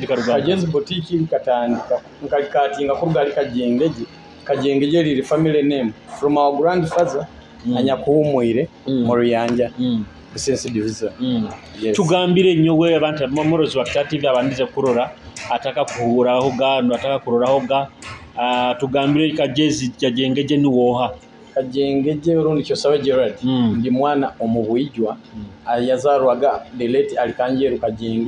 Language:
Nyoro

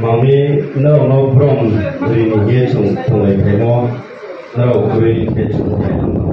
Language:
Riang (India)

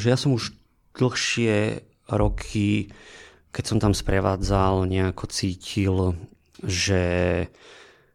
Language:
Slovak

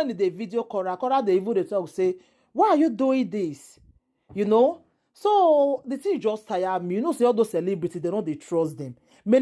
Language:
Nigerian Pidgin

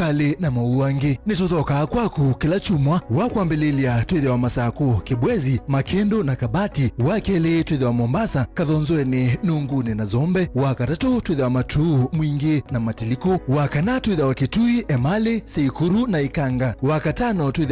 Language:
Kamba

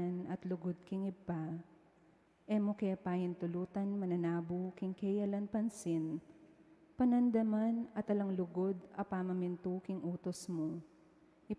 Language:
Pampanga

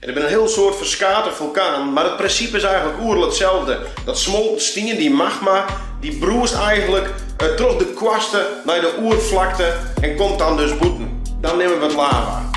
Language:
Western Frisian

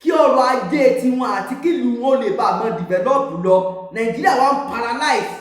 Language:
Yoruba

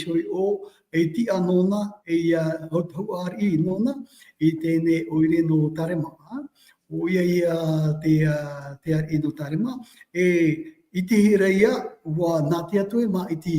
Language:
Tahitian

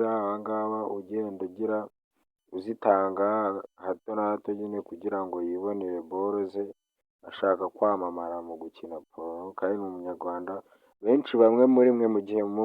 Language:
Kinyarwanda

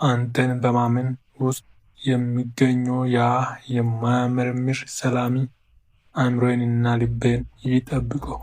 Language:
Amharic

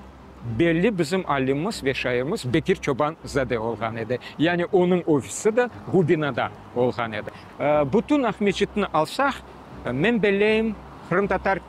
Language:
Crimean Tatar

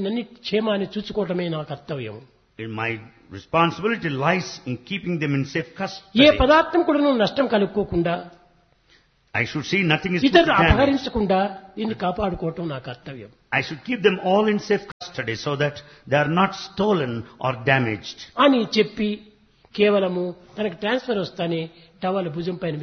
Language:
Telugu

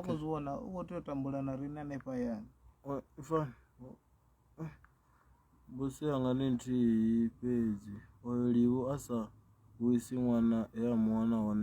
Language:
Venda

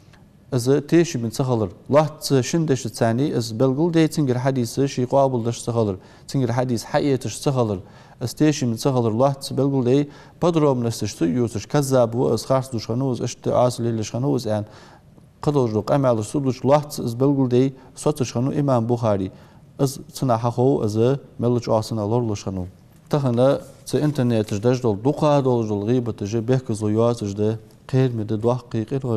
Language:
Ingush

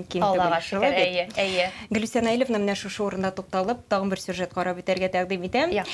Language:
Tatar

